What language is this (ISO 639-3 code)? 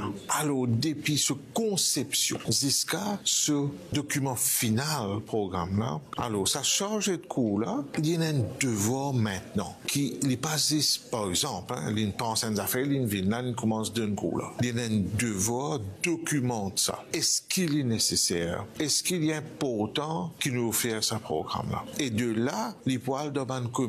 mfe